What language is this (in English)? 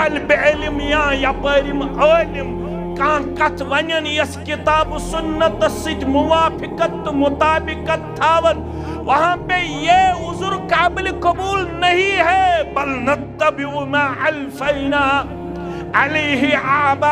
Kashmiri